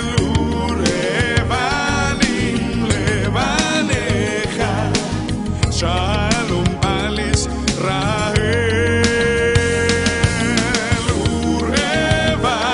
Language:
Hebrew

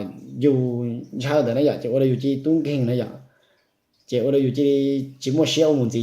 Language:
Hmong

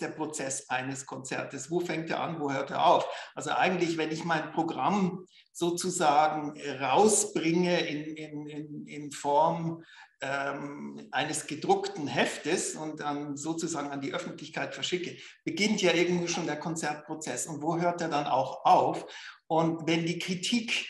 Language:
German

